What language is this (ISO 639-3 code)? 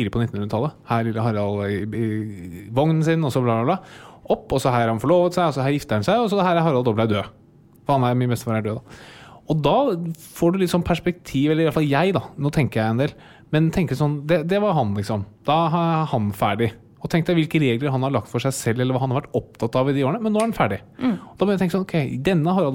nor